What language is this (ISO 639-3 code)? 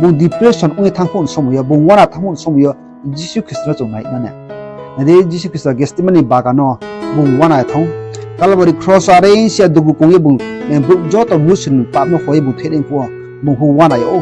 ria